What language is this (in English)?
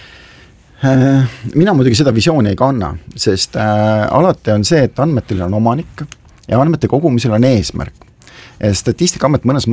Estonian